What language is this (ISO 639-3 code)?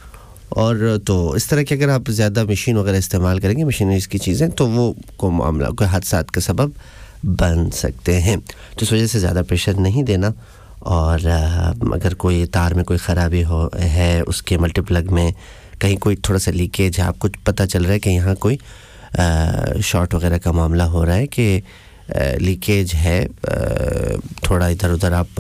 urd